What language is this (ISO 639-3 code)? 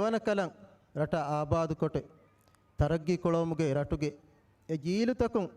div